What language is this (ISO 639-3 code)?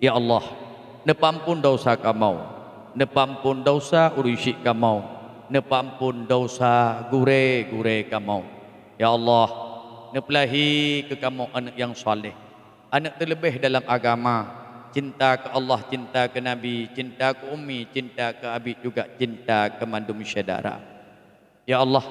ace